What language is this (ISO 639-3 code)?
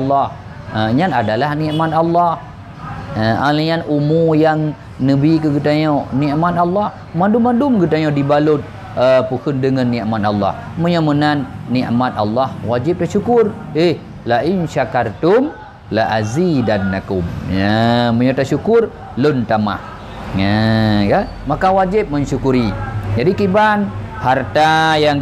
ace